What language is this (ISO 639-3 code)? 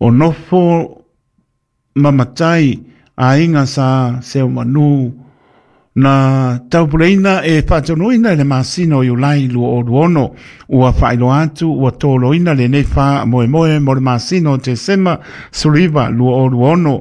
smo